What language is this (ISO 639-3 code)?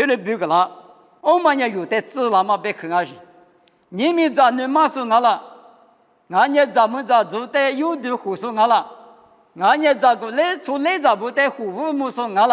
lis